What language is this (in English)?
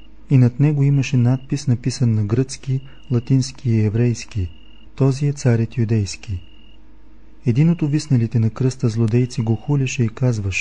Bulgarian